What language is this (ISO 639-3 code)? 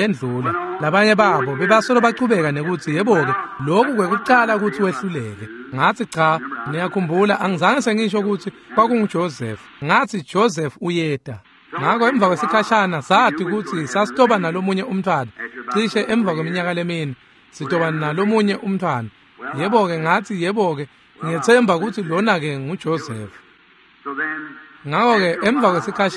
ssw